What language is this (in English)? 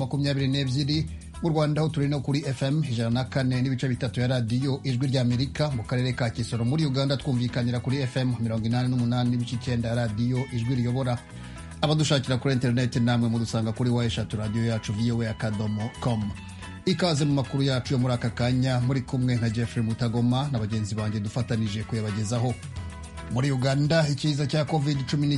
Kinyarwanda